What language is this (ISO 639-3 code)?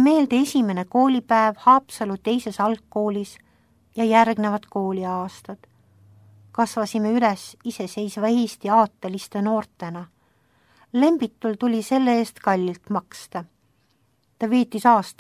est